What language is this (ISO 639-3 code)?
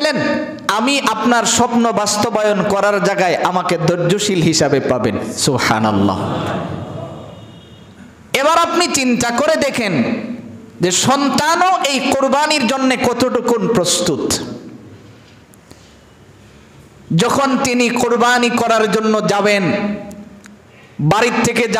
ben